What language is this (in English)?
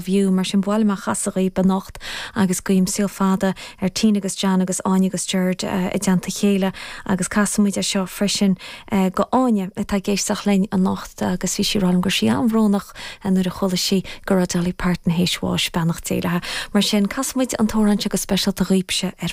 Irish